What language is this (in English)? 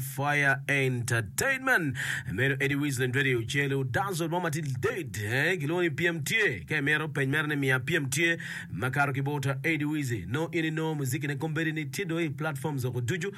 Acoli